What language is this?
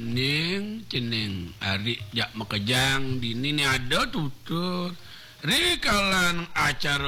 Balinese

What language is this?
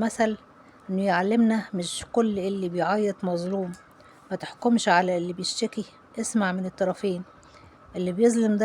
Egyptian Arabic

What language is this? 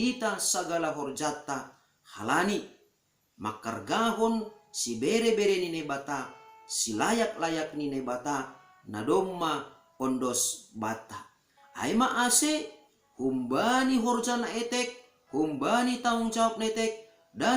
Batak Simalungun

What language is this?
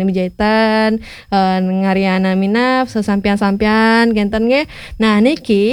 Balinese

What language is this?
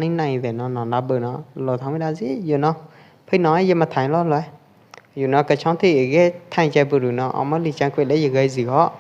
Pwo Eastern Karen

